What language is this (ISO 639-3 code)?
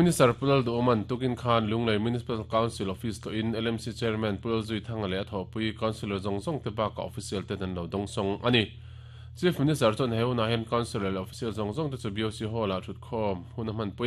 lus